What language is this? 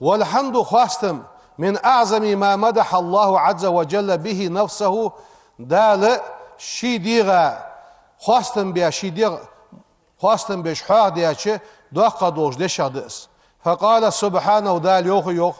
Ingush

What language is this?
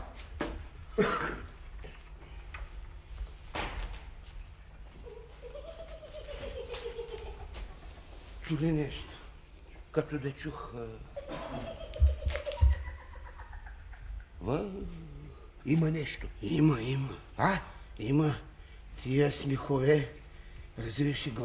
Bulgarian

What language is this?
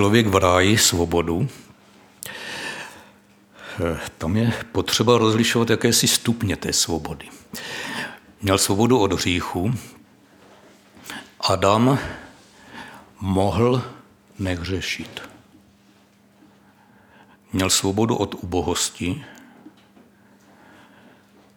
Czech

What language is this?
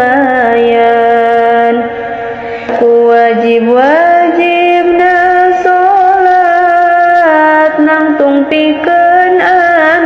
Sundanese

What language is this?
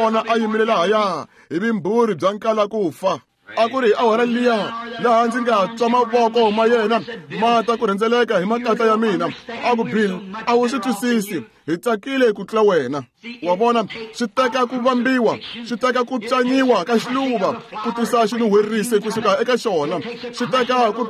Tsonga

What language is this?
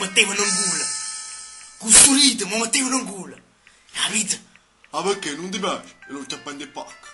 Neapolitan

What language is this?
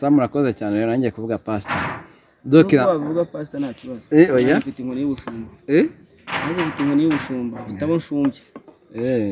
Kinyarwanda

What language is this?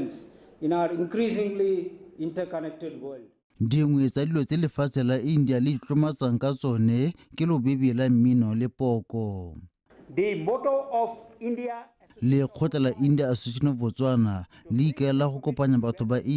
Tswana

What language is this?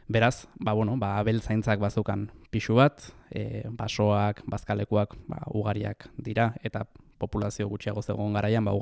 Basque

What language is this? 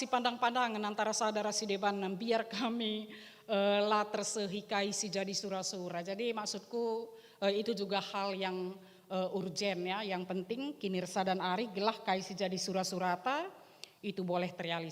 Batak Karo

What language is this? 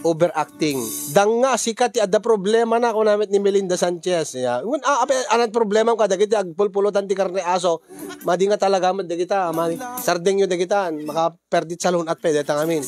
Iloko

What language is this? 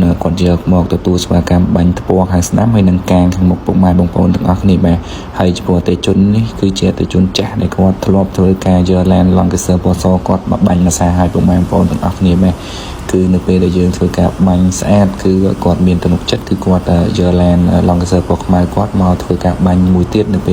Khmer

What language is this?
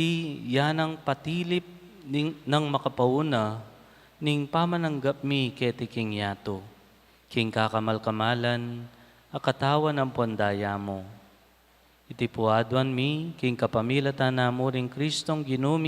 Pampanga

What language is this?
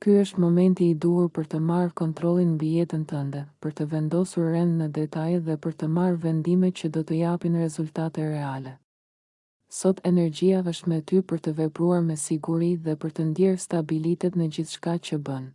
Albanian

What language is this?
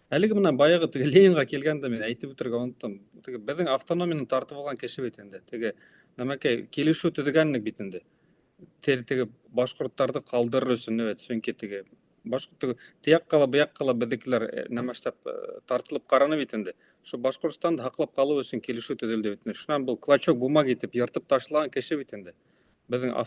Bashkir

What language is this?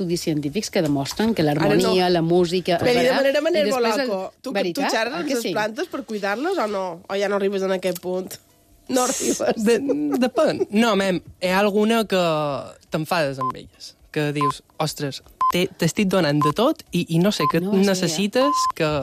Catalan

